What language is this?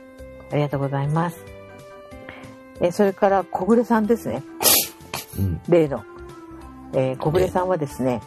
Japanese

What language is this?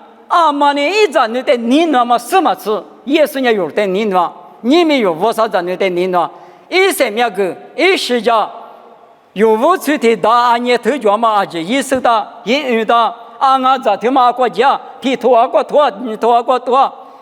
Lisu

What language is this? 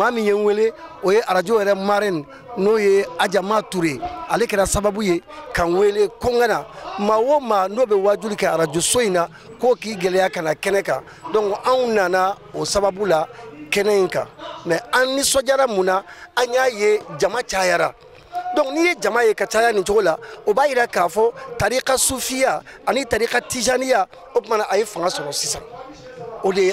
Bambara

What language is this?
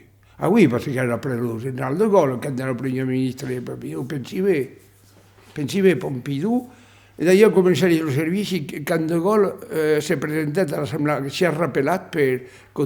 Occitan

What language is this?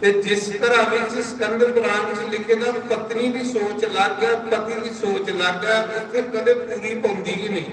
Dogri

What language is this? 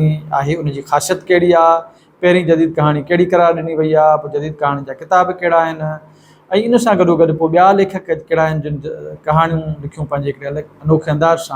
Sindhi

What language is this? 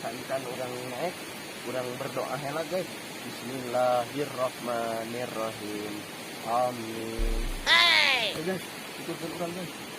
Sundanese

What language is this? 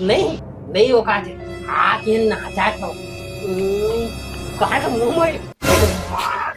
Chhattisgarhi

